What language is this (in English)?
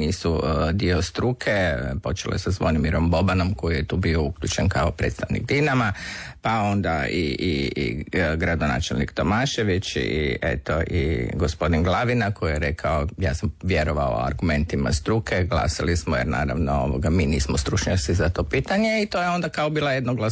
Croatian